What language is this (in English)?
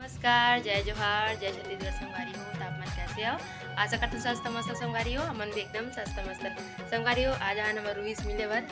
Chhattisgarhi